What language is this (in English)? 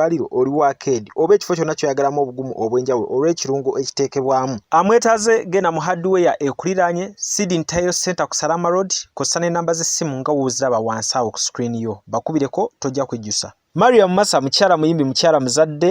Ganda